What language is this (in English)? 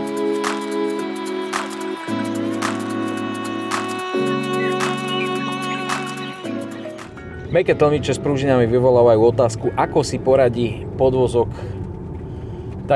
Slovak